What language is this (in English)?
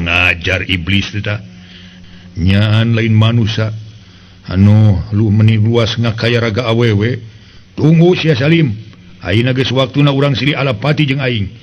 Sundanese